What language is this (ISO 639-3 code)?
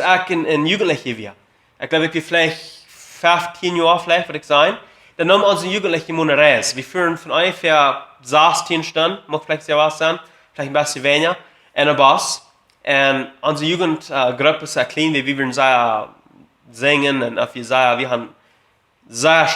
pdt